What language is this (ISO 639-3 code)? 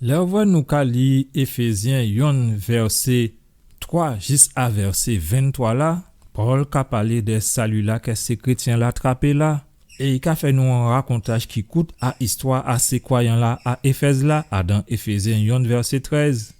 gcf